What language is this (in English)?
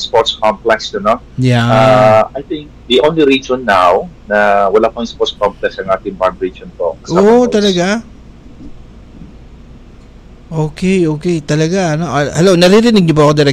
Filipino